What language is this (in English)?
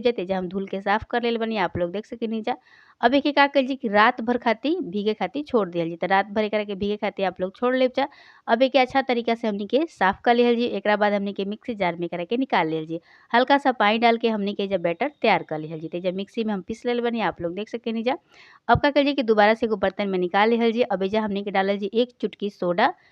Bhojpuri